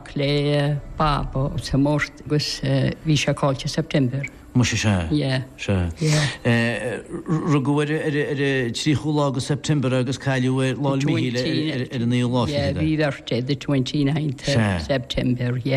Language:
Irish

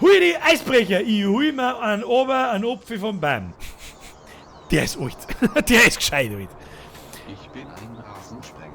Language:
Bavarian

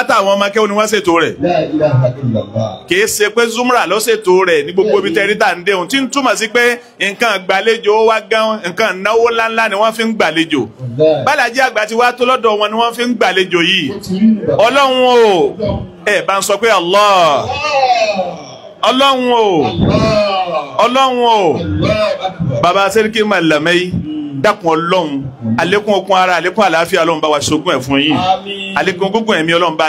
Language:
Yoruba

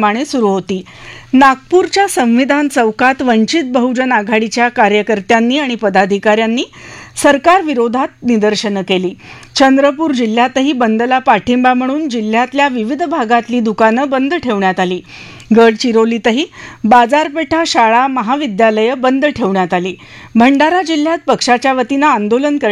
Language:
Marathi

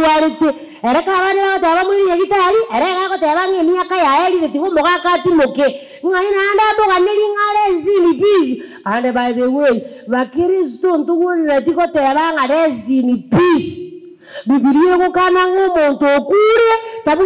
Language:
Gusii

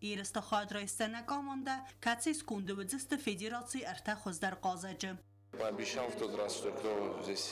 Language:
Ossetic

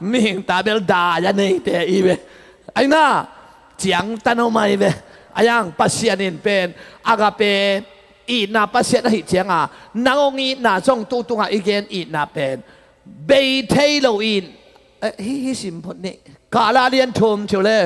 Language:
Tedim Chin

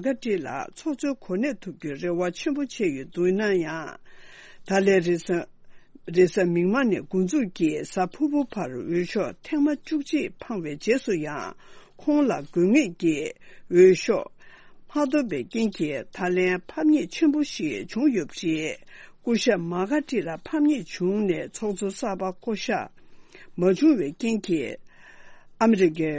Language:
Tibetan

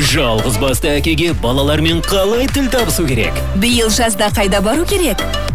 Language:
Kazakh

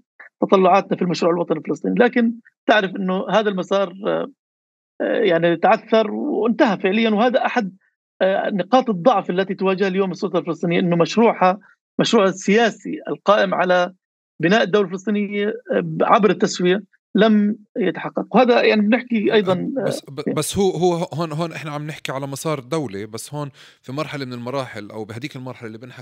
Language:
North Levantine Arabic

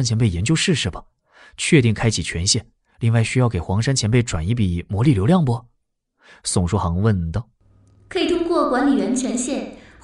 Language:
Chinese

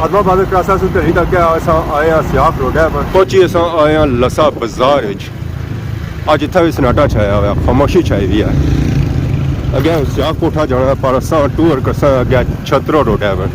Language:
Pahari-Potwari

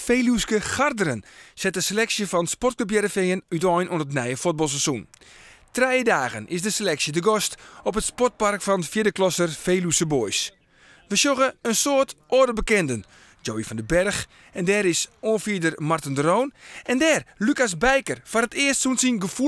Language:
Western Frisian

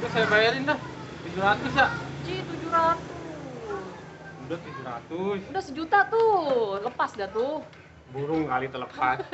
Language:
Betawi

